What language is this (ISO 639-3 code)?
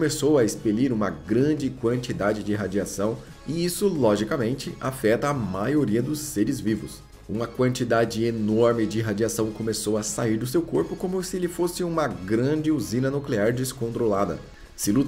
por